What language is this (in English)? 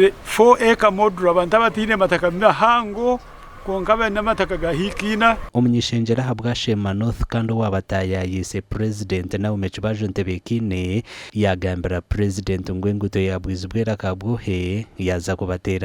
Nyankole